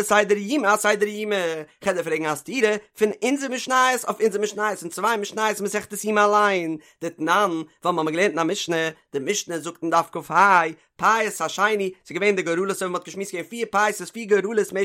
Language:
Yiddish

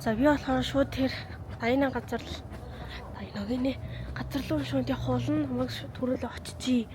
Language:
Mongolian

